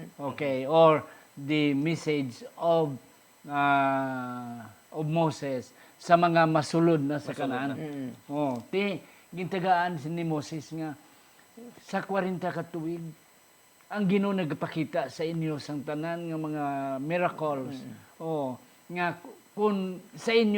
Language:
Hiligaynon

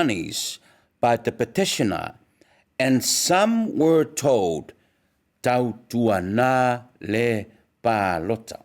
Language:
Samoan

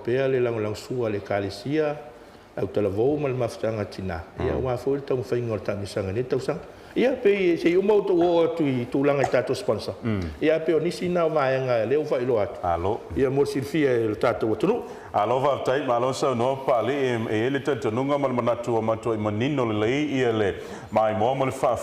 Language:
Samoan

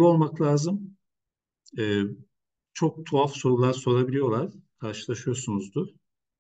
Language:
Turkish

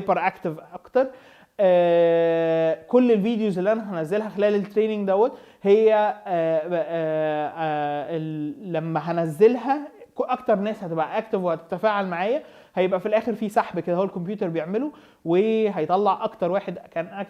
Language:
Egyptian Arabic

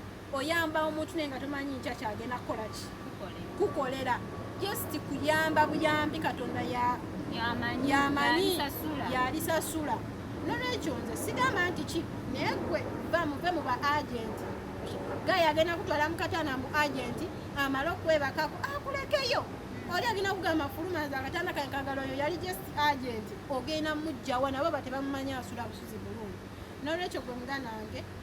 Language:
Ganda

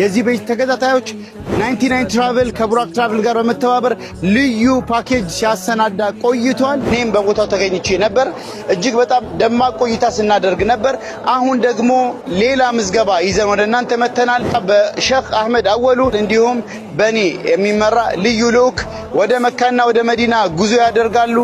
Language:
Amharic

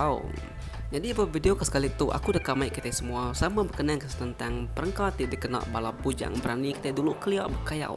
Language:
Iban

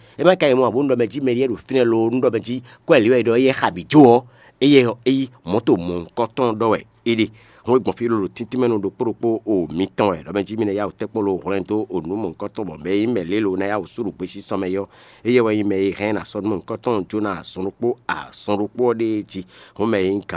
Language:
Fon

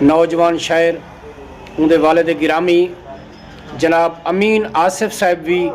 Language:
Saraiki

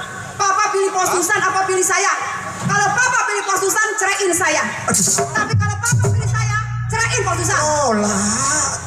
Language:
Betawi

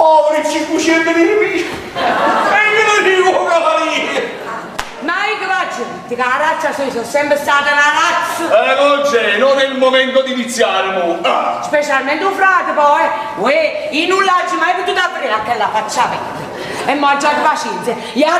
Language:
Neapolitan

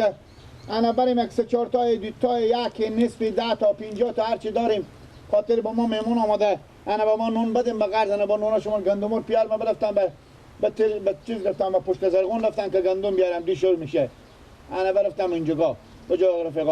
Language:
Persian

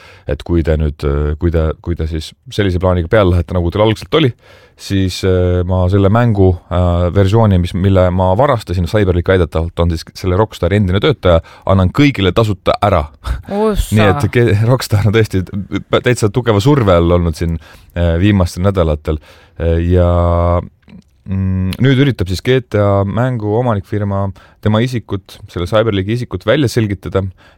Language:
Estonian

